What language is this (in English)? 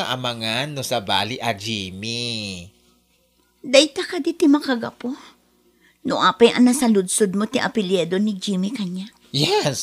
Iloko